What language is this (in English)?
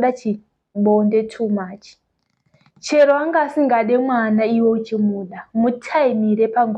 Shona